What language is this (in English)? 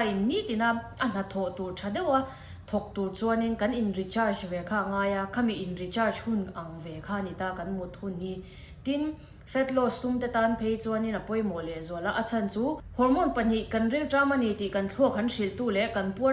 Mizo